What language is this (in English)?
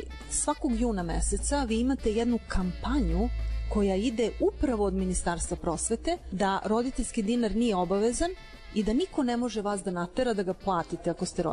Serbian